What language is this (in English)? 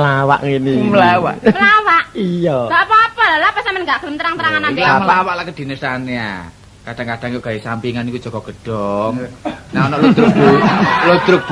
Javanese